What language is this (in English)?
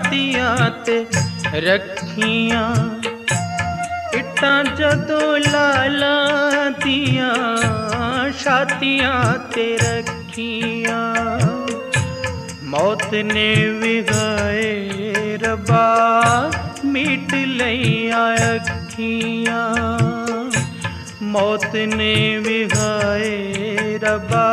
Punjabi